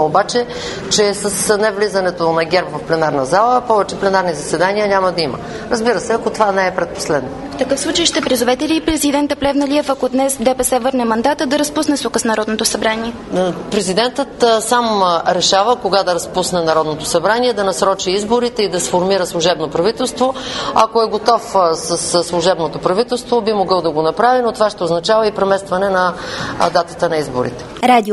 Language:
Bulgarian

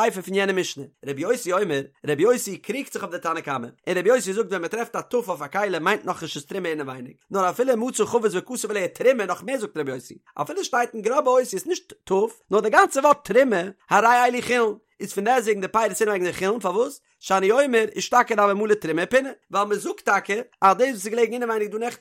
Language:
Yiddish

